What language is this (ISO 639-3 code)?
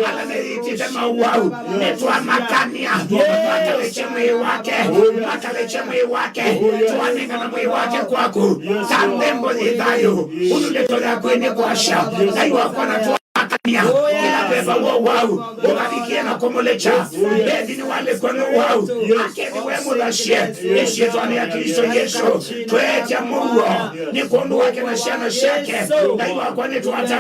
kam